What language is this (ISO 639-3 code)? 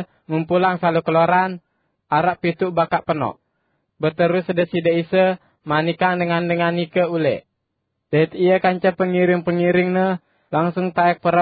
sas